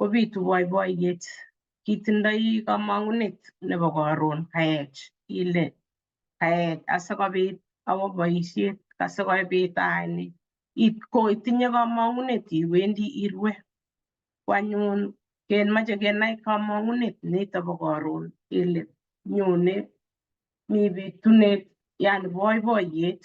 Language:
Kalenjin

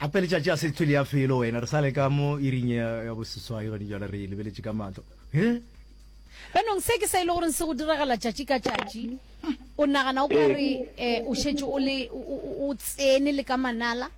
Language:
Northern Sotho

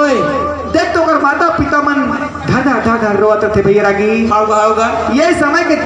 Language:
Chhattisgarhi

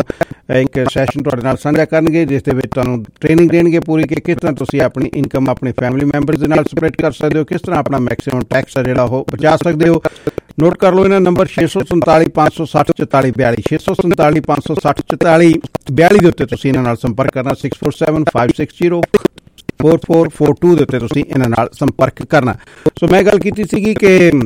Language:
Punjabi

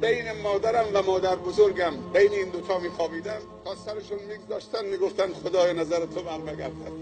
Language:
Persian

